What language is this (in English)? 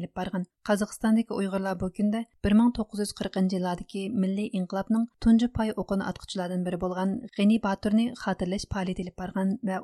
Uyghur